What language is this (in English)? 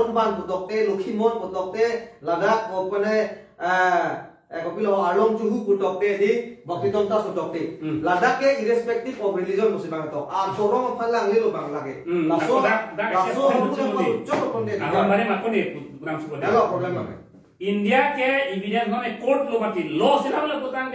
Karbi